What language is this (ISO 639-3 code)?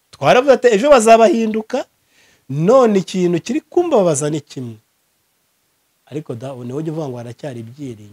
kin